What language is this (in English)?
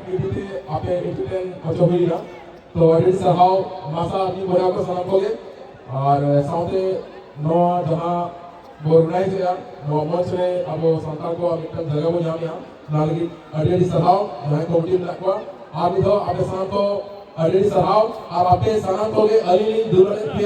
Santali